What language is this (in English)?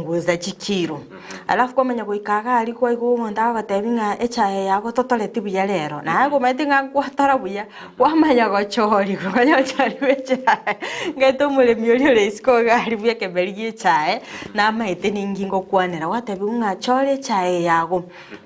Gusii